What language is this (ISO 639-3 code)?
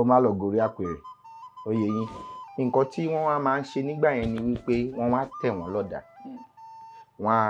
yor